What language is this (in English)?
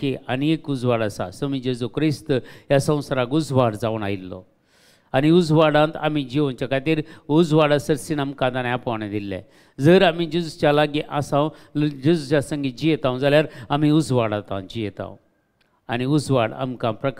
Konkani